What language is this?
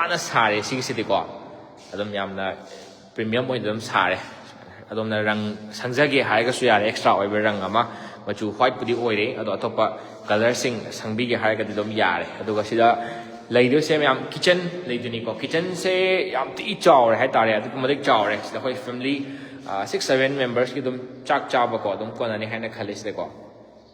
Manipuri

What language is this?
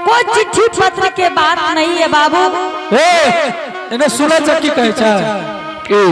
Angika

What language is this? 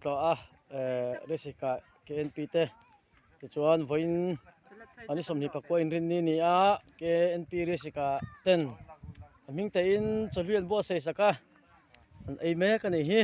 Mizo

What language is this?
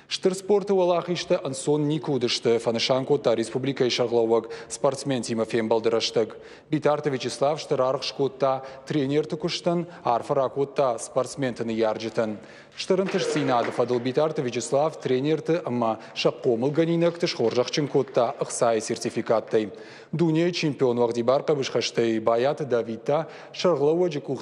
Ossetic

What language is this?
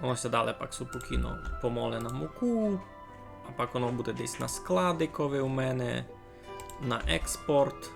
Rusyn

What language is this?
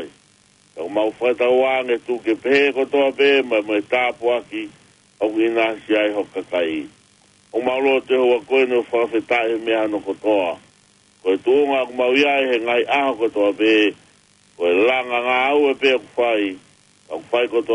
Tongan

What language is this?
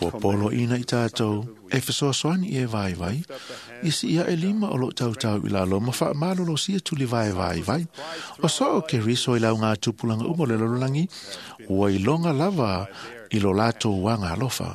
Samoan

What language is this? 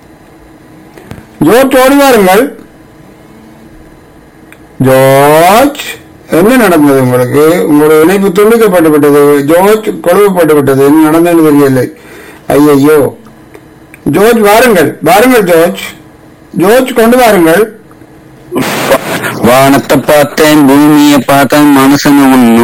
Tamil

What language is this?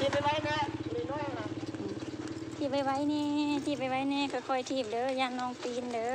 Lao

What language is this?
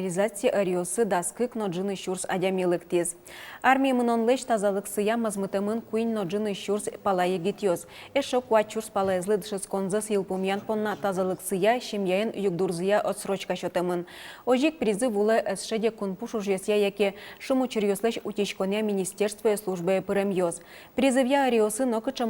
Udmurt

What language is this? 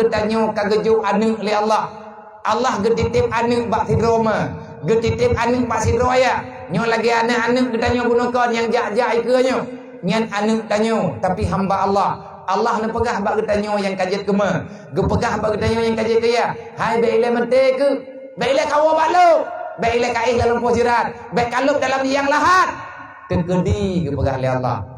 Achinese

